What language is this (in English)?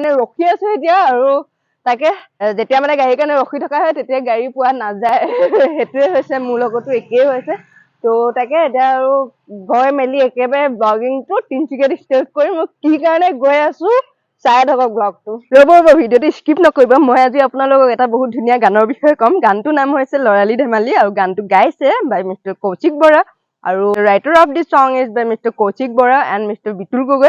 Assamese